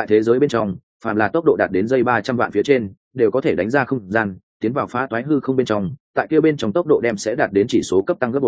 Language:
Vietnamese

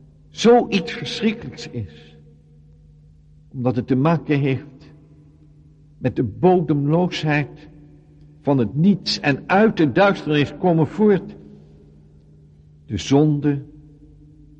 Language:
Dutch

